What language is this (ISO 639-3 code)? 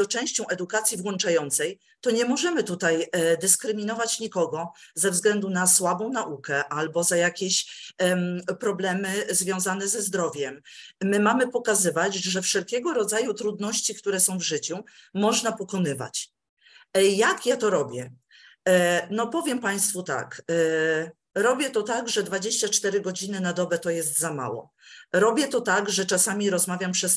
pol